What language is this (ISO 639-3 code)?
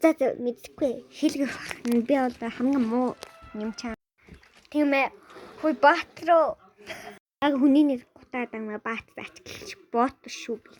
mon